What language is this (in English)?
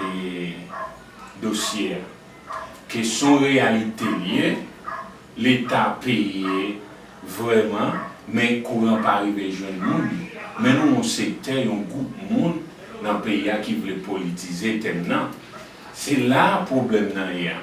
Haitian Creole